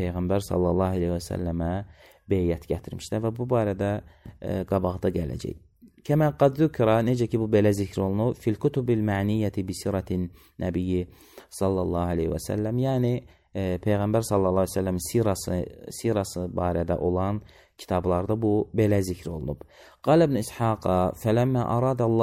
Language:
Azerbaijani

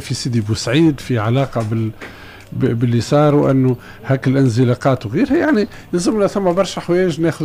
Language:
Tunisian Arabic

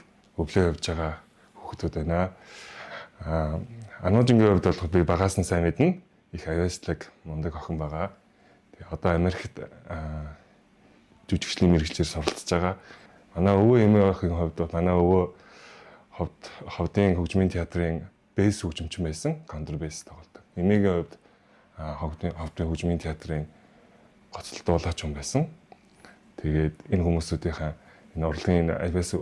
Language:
Mongolian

